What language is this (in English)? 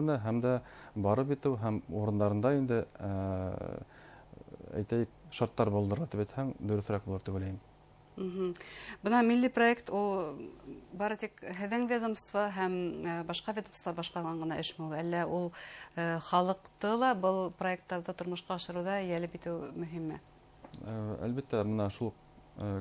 Bashkir